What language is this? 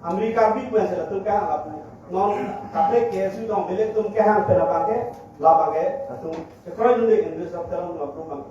Karbi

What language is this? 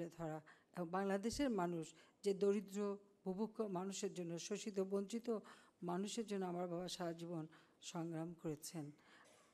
Bangla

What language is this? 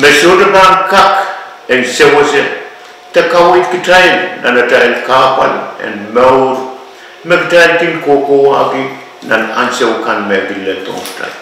Pohnpeian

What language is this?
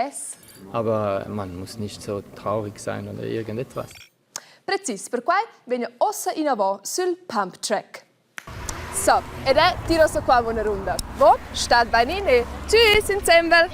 Romansh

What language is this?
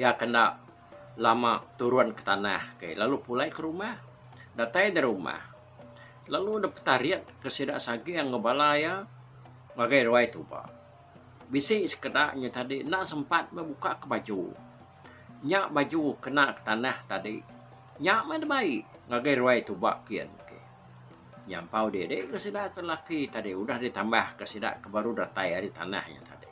Iban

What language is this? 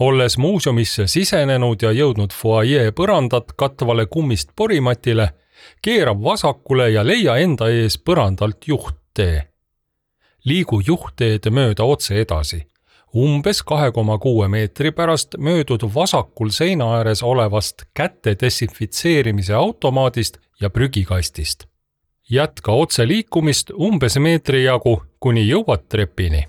Estonian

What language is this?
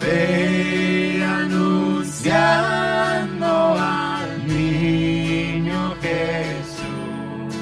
Plautdietsch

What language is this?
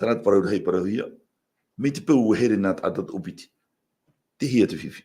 Tahitian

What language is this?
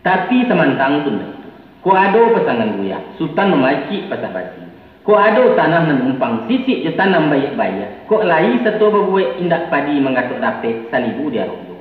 Minangkabau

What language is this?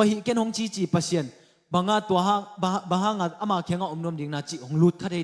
Tedim Chin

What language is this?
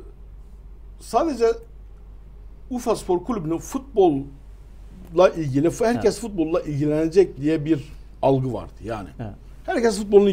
Turkish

